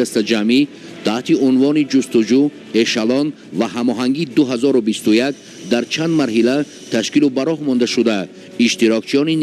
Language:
Tajik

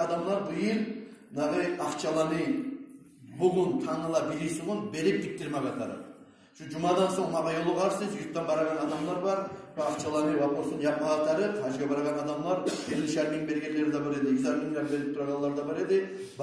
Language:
Kumyk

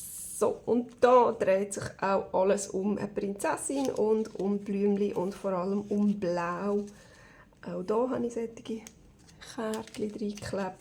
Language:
Swiss German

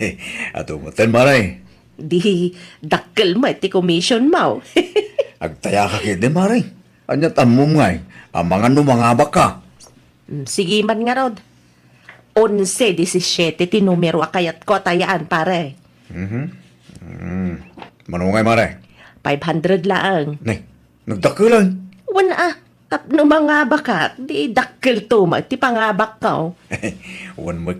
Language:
Iloko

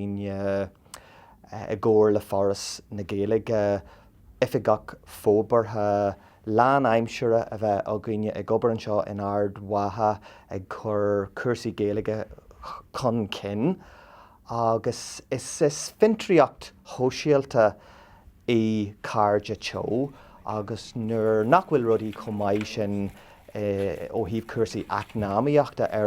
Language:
Irish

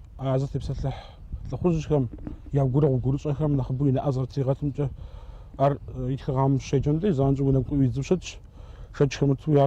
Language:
Kabardian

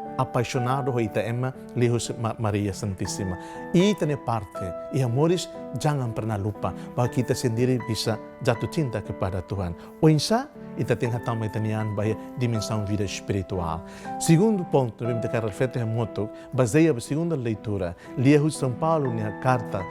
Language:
Tetum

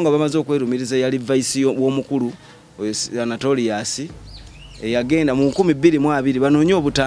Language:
Ganda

